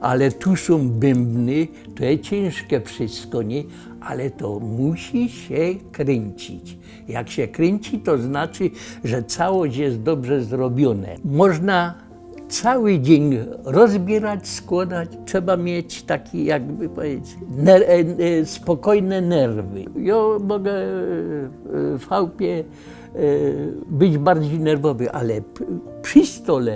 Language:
Silesian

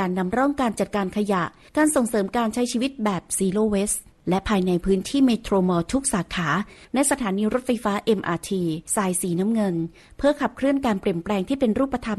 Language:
Thai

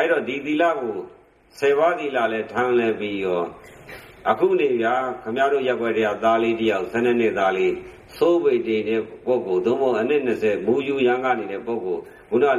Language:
Burmese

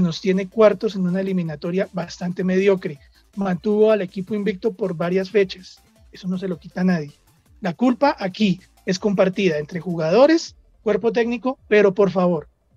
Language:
Spanish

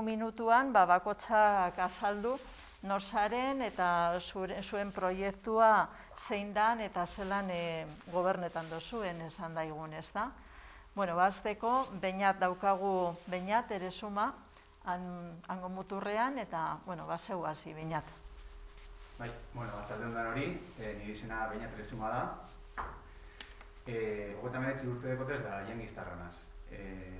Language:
Basque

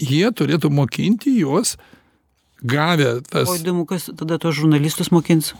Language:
Lithuanian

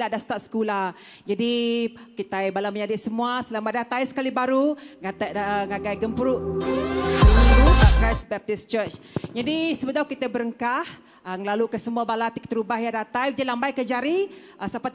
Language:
Iban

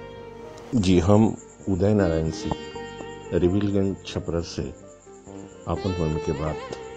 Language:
Bhojpuri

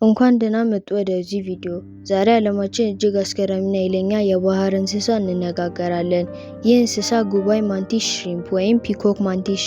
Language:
Amharic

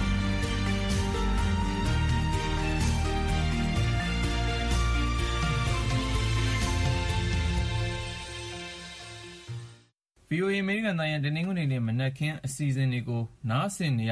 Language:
Burmese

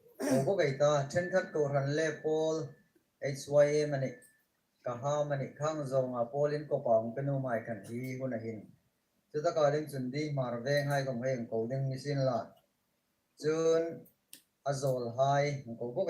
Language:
Hmar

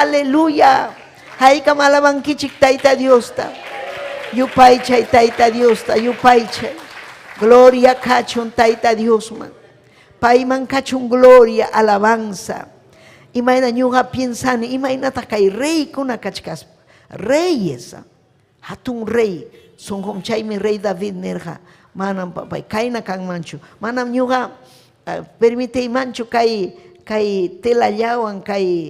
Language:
Ayacucho Quechua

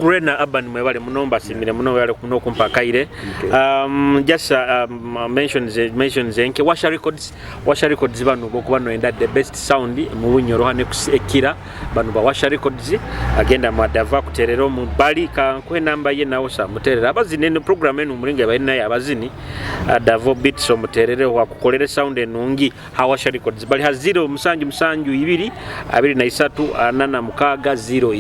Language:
Nyoro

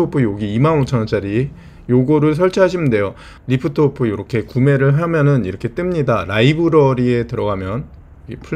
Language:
Korean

